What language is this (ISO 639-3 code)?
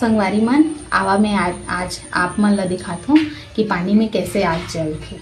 hne